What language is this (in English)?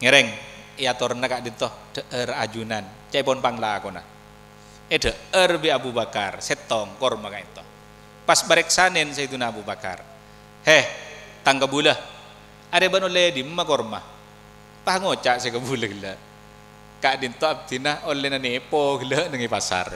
Madurese